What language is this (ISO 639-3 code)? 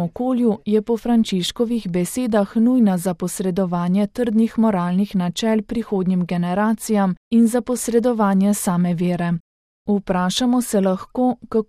slv